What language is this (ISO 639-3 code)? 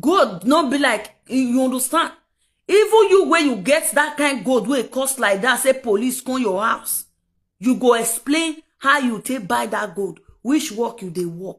pcm